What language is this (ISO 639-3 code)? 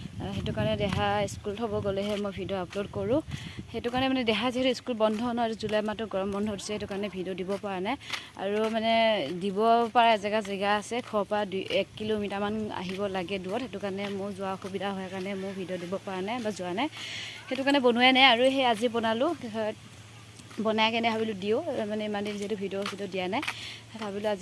asm